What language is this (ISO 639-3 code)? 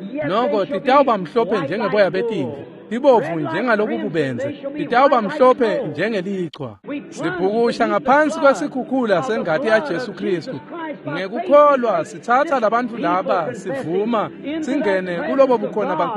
ssw